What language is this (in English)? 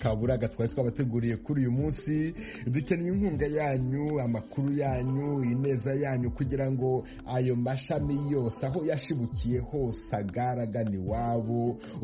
Kinyarwanda